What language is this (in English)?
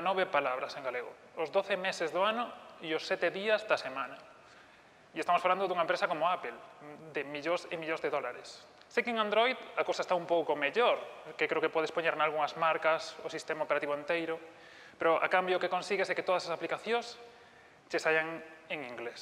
Galician